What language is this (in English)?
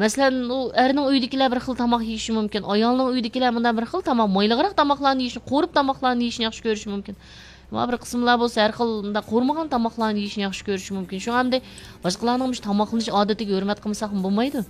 Uyghur